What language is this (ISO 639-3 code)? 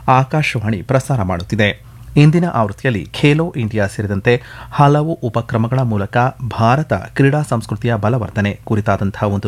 kan